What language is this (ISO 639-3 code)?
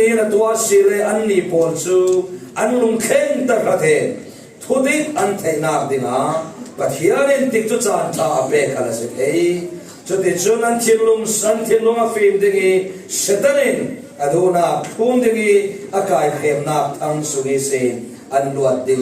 cfm